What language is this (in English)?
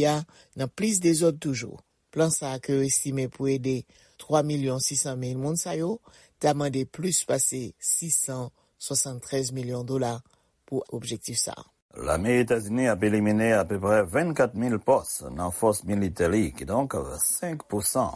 Haitian Creole